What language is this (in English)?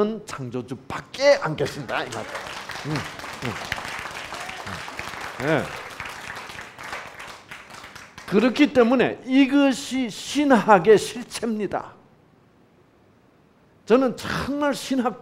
Korean